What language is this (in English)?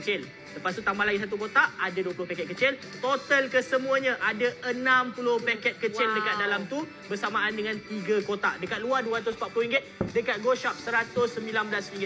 Malay